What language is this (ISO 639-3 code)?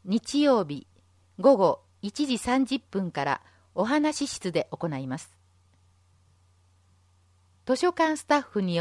jpn